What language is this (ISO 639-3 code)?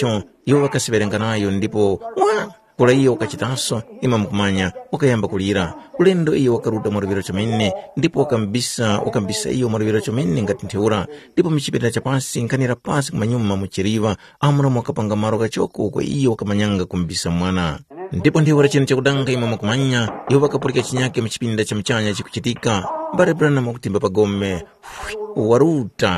tum